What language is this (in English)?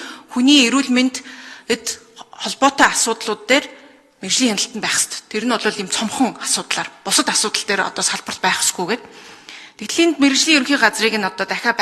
Mongolian